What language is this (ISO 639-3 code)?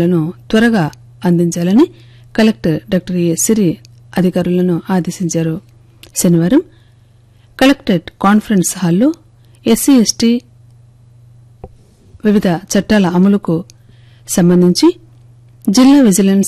tel